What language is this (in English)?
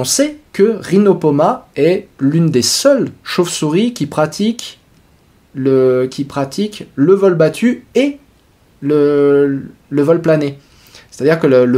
French